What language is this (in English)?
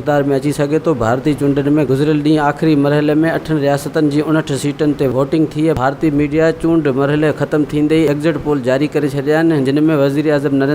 Sindhi